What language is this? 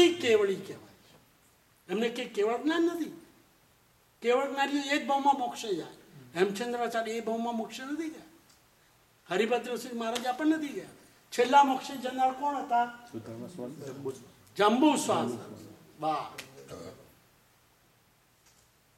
Gujarati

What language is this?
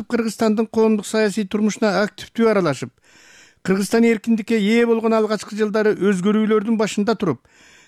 Kyrgyz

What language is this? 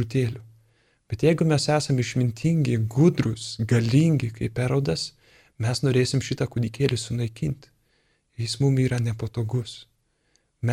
Lithuanian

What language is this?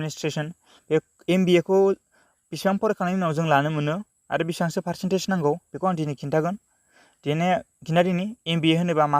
Bodo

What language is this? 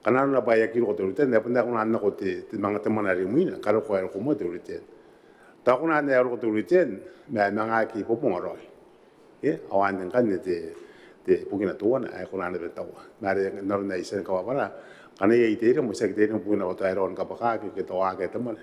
Gilbertese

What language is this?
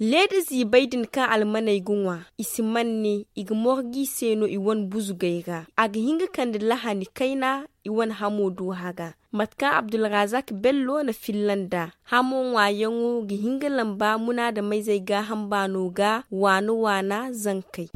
Zarma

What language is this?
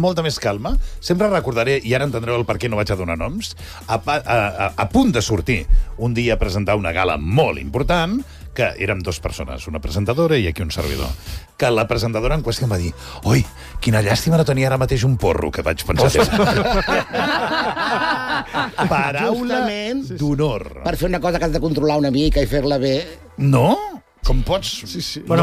Catalan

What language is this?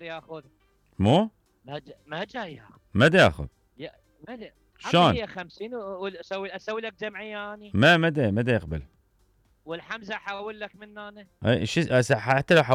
Mesopotamian Arabic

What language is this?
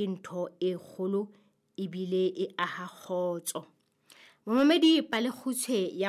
Southern Sotho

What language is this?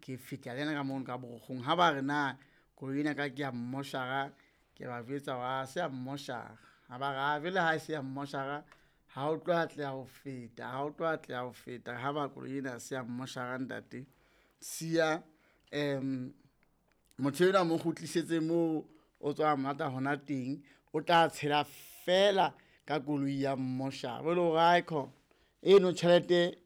Southern Sotho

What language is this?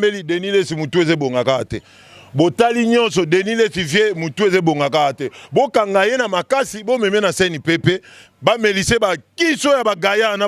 Lingala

